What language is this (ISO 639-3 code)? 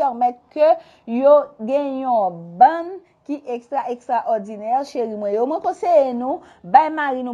hat